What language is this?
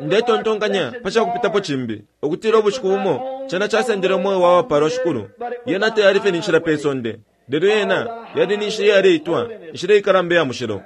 Bemba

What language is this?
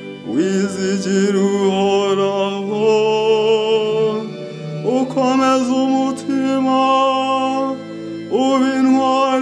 Kinyarwanda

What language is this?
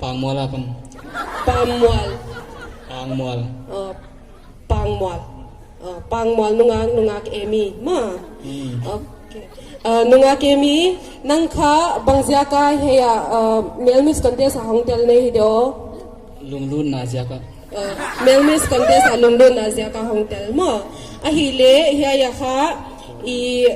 Paite Chin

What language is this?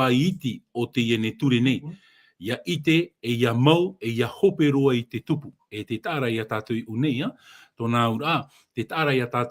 Tahitian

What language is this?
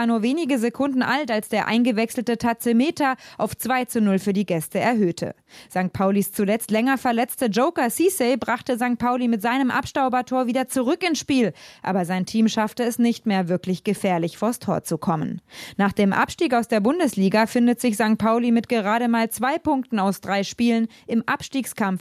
German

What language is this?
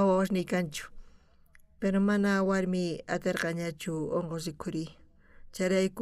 South Bolivian Quechua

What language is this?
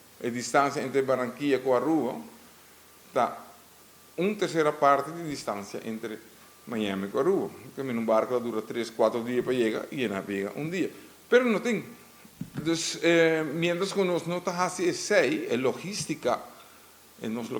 Papiamento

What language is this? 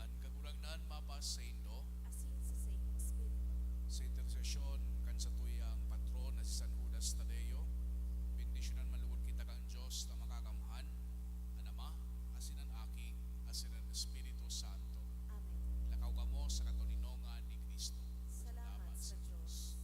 Bikol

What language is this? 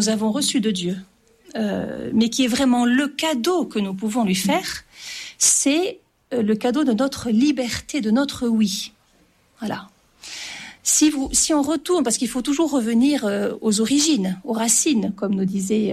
French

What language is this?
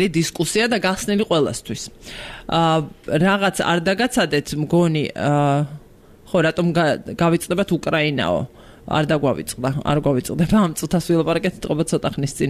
Georgian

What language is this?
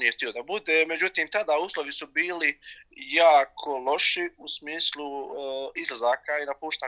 Bosnian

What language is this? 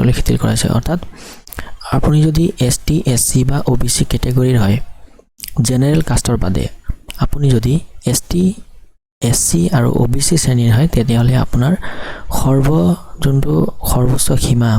Assamese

